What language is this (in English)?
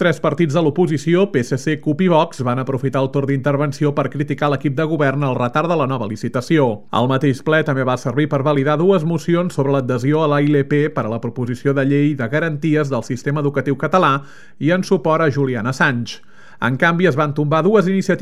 Catalan